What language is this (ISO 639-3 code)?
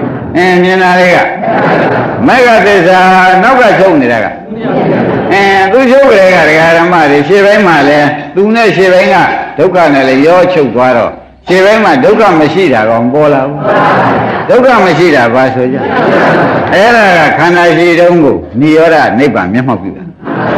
mya